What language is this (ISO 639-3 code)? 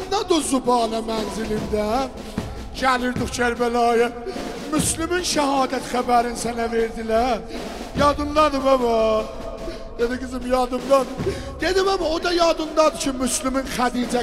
azb